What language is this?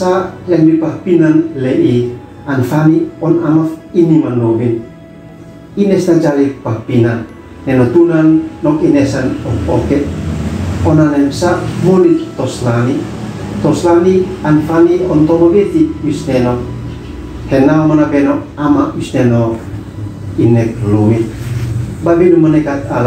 Uab Meto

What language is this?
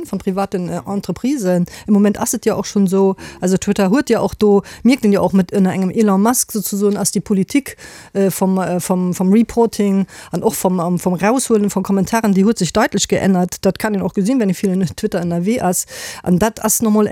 Luxembourgish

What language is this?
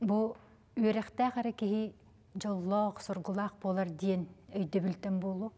Yakut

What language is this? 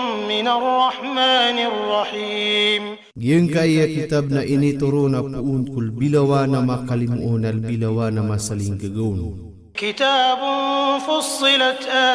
Maranao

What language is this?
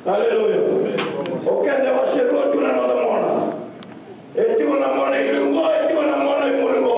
Fijian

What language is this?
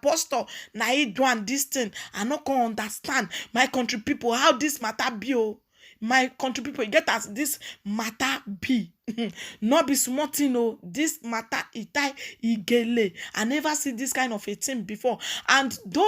Nigerian Pidgin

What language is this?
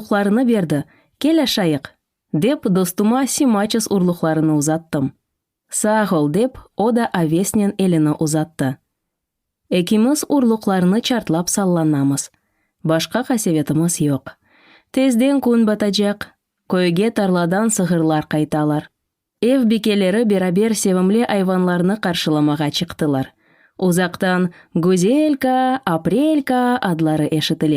Crimean Tatar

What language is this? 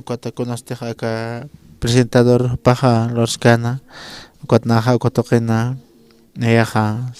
Aymara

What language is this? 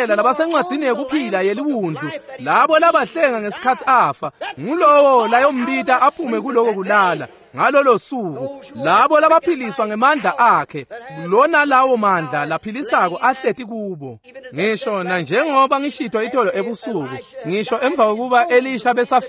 Swati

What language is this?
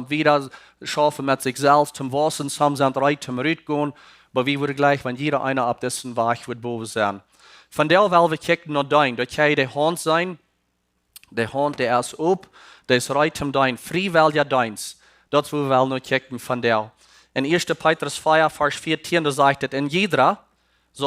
Plautdietsch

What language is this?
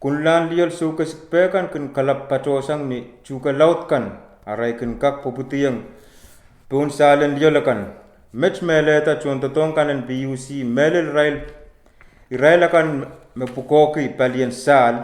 Pohnpeian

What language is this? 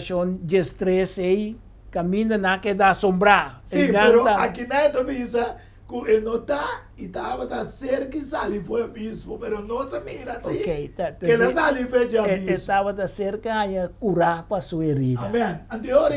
Papiamento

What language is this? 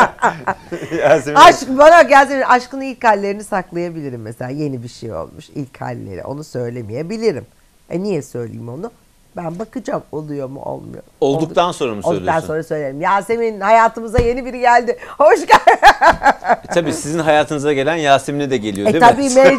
Turkish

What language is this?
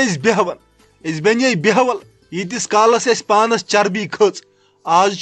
Kashmiri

